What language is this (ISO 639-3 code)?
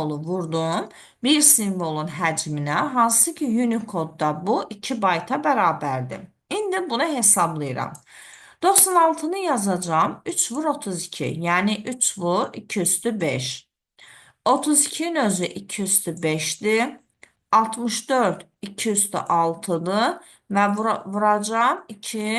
aze